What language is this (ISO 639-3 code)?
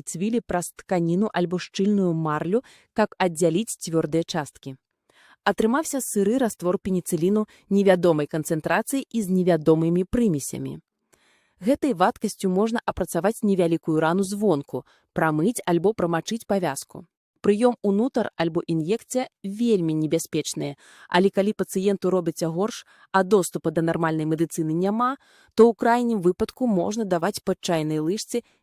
bel